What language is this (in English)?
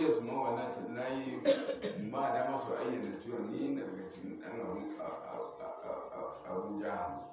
Hausa